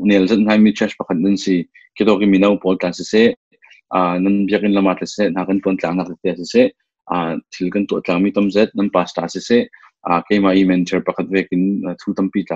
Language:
Falam Chin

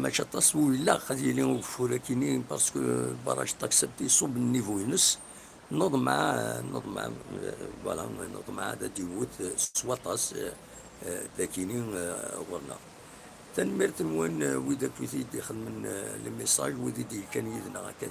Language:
Kabyle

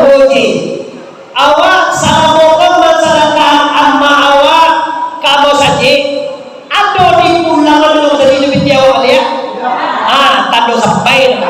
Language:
Minangkabau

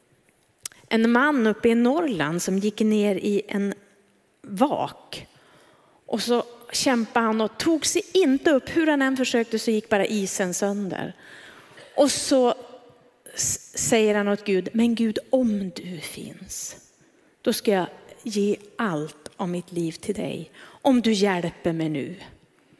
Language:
Swedish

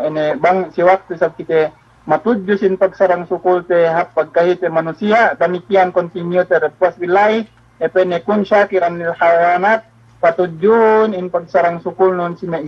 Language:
Yakan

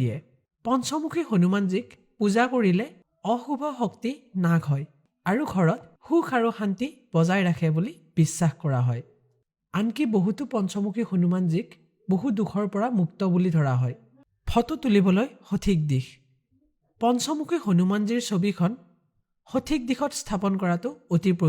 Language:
Assamese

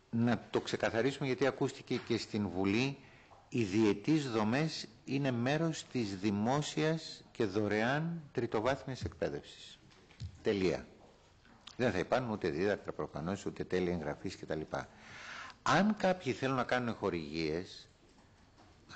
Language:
Greek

